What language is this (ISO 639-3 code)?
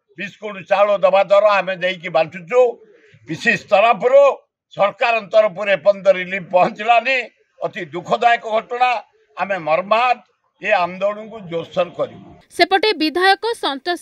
ori